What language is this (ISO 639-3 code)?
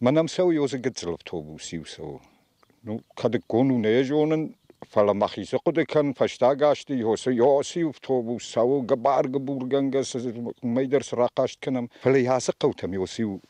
oss